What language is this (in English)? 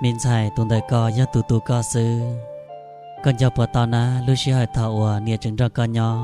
Hmong